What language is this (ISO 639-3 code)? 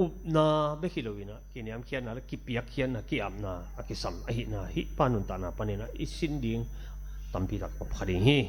ctd